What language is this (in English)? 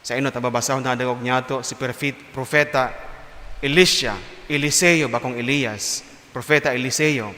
Bikol